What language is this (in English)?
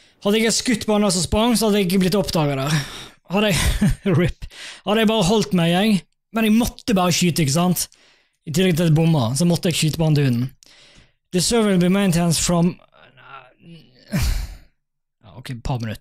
Norwegian